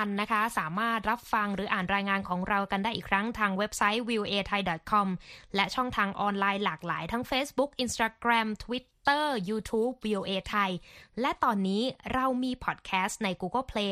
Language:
Thai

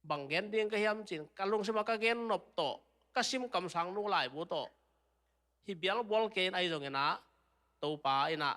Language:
Tedim Chin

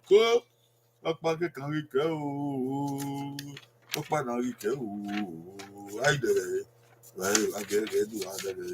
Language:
Bini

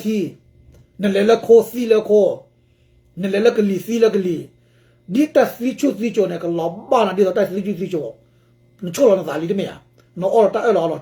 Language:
S'gaw Karen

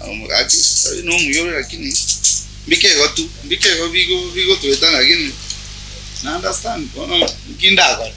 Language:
Gusii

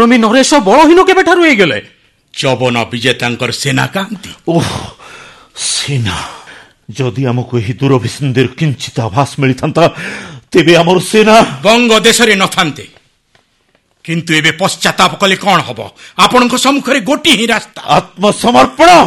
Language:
Odia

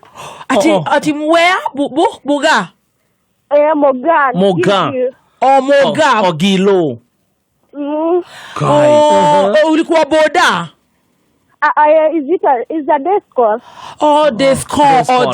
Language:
Kikuyu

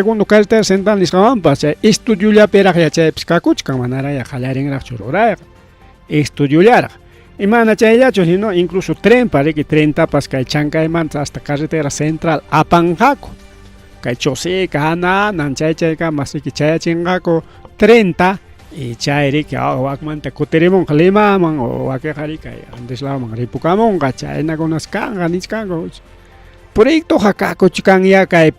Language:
Ayacucho Quechua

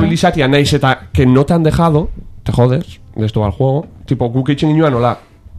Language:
Basque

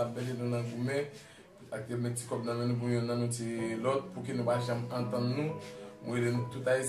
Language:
Haitian Creole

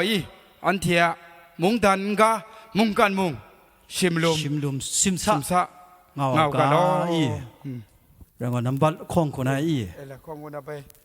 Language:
Kachin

